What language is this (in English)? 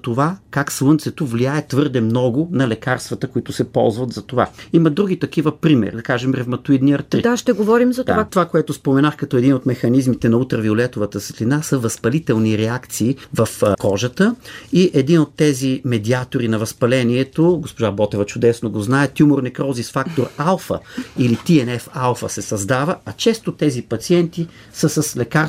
Bulgarian